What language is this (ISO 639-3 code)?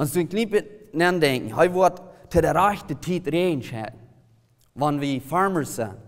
pdt